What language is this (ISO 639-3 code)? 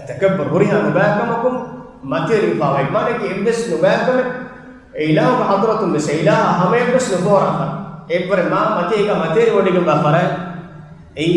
div